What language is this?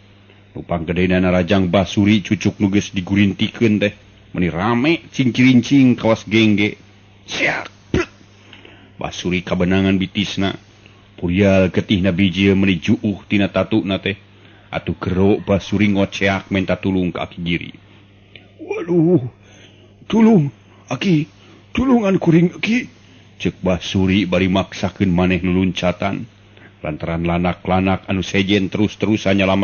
Sundanese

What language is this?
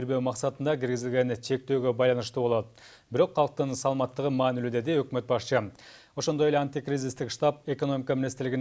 Kyrgyz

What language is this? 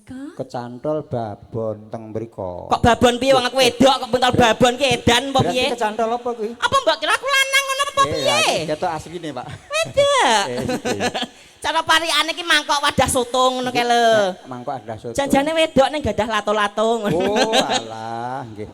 Javanese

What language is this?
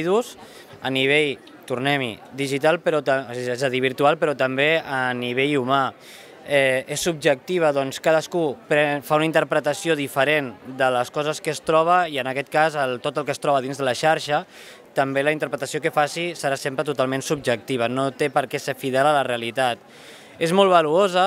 Catalan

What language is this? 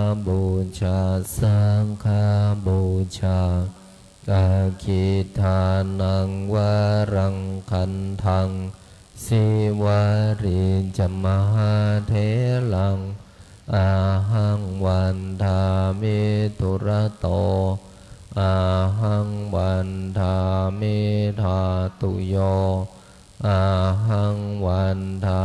Pali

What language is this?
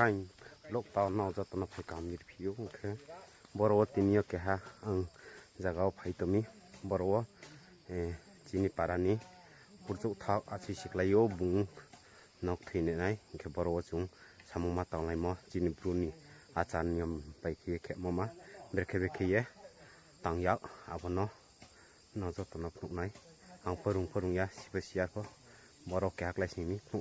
Riang (India)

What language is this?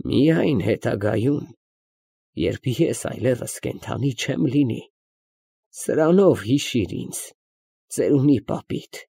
Armenian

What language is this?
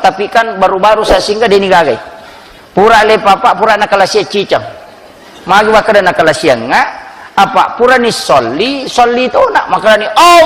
Buginese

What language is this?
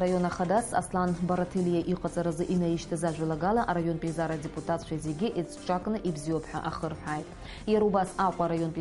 Abkhazian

